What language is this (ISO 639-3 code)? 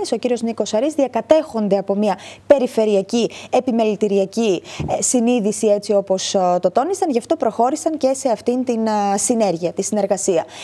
ell